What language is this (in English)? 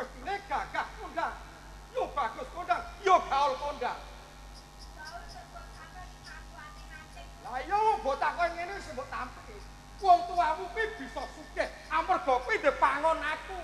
Javanese